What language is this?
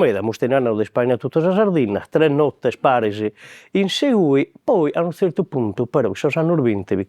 Sardinian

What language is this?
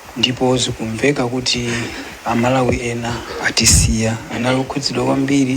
Nyanja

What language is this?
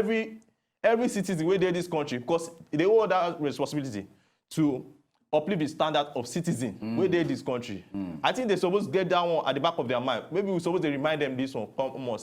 Nigerian Pidgin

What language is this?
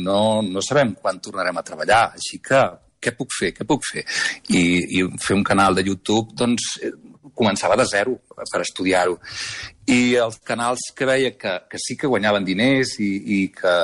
Catalan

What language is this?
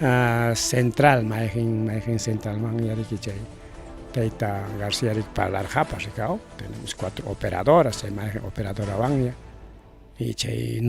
Ayacucho Quechua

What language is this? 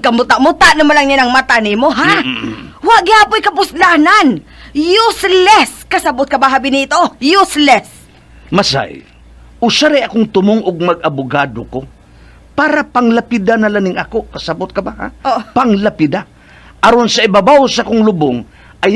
Cebuano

